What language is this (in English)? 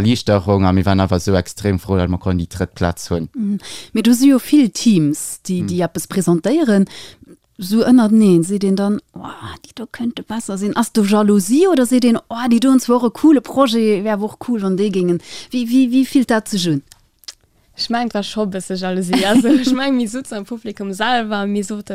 Luxembourgish